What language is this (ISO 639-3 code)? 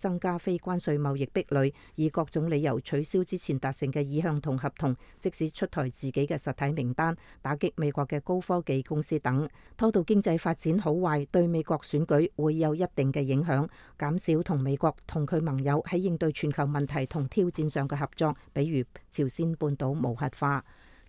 yue